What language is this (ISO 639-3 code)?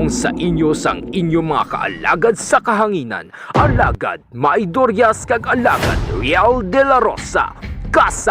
hil